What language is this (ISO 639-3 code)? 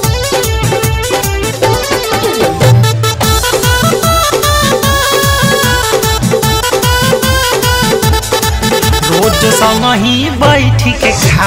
bho